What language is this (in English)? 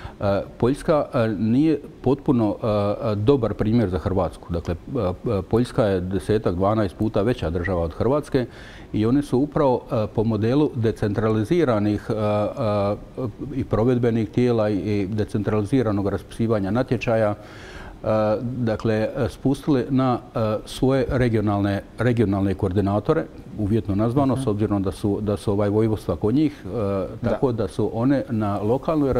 Croatian